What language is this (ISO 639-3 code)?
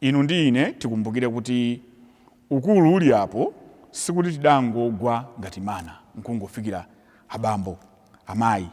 nya